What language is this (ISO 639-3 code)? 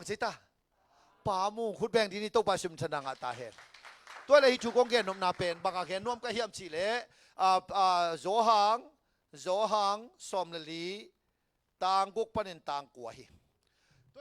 ctd